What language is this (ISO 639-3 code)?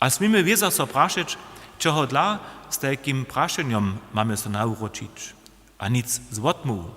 hsb